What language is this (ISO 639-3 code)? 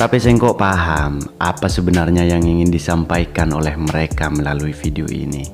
mad